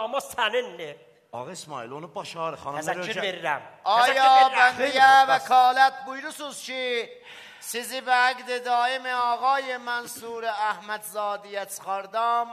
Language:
South Azerbaijani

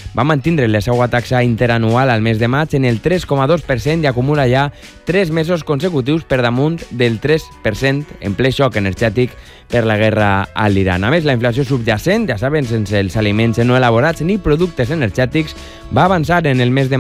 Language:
Catalan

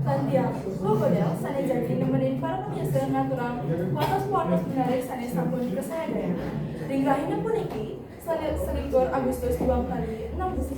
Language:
Balinese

